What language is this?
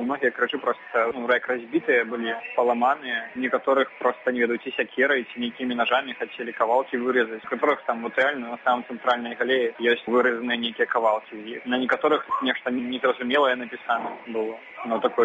Belarusian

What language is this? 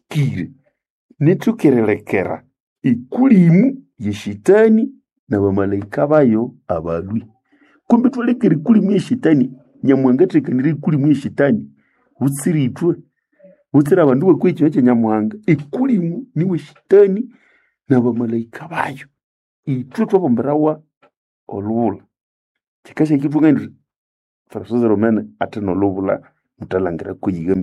Nande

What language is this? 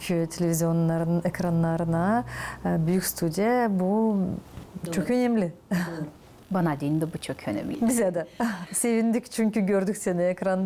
Gagauz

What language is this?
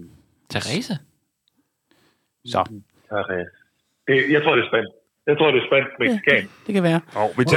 Danish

